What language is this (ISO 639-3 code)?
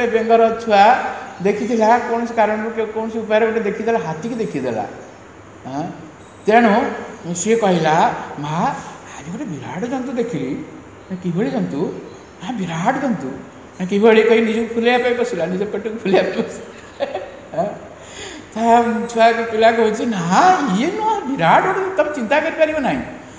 ori